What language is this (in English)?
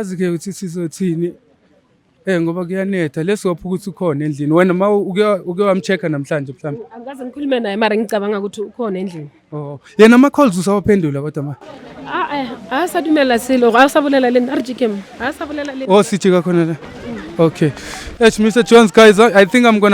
Zulu